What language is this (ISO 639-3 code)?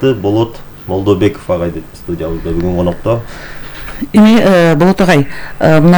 kir